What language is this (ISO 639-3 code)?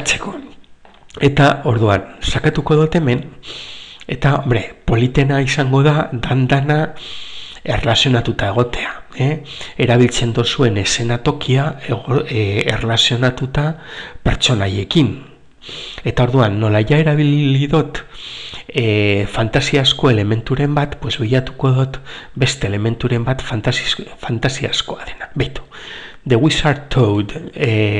eus